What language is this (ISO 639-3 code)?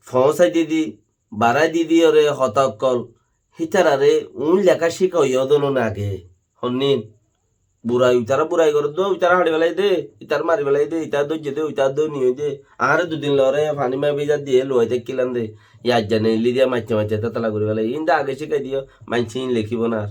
rhg